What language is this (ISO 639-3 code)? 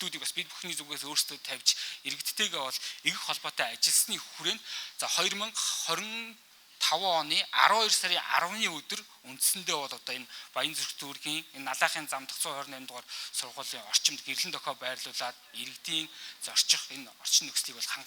mon